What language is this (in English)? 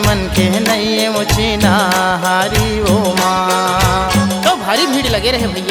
Chhattisgarhi